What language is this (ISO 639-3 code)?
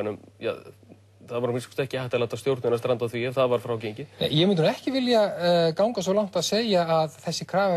isl